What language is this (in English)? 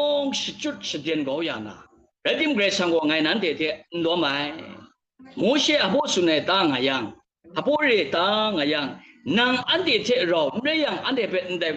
Kachin